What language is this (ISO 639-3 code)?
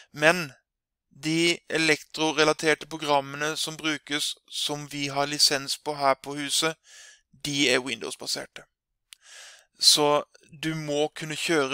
nor